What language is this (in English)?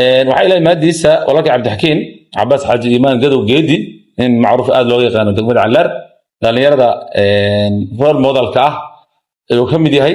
Somali